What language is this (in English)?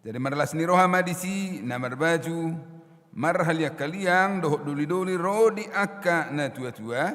Batak Toba